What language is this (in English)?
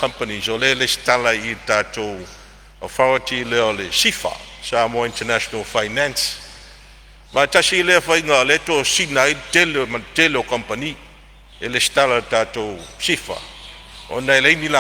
Samoan